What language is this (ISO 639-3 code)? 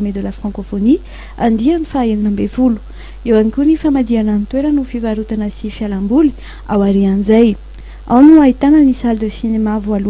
mlg